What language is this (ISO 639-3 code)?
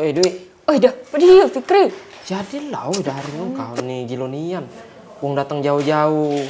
mui